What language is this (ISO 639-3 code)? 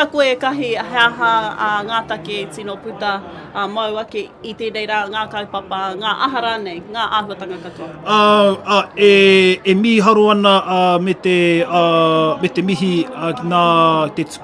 mri